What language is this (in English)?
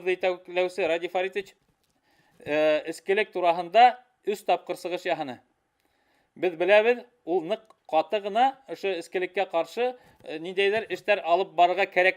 Bashkir